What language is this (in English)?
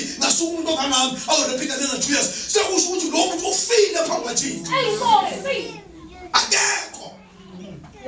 Zulu